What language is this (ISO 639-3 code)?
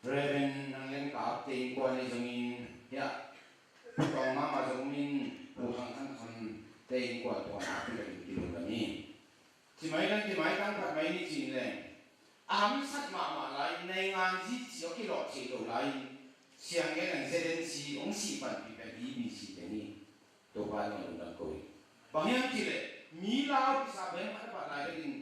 ctd